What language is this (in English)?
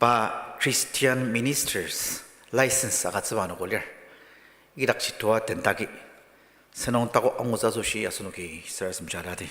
Ao Naga